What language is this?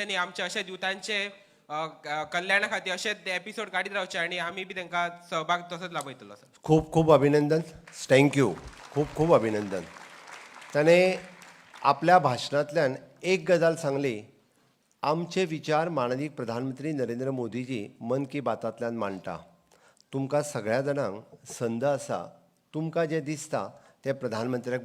Konkani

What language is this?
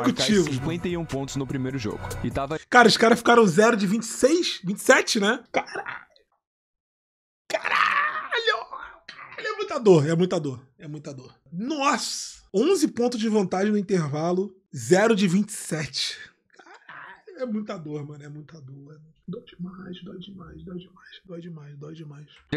Portuguese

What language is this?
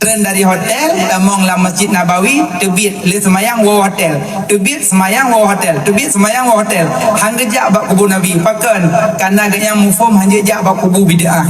Achinese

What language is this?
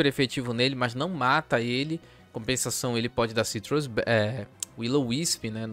Portuguese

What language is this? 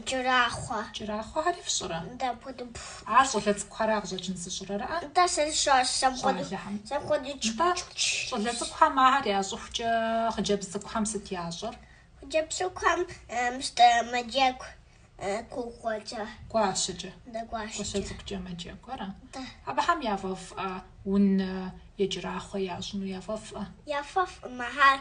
Kabardian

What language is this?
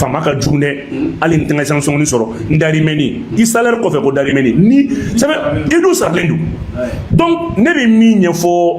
Bambara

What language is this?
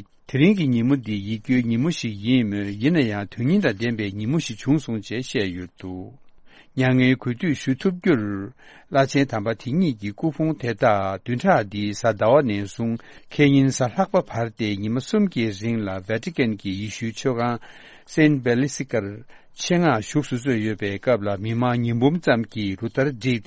Tibetan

